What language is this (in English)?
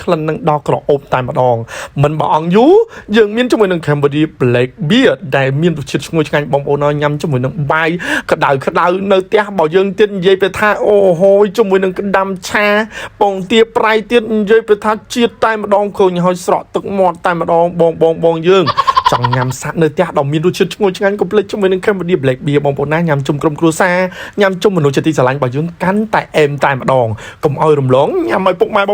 Khmer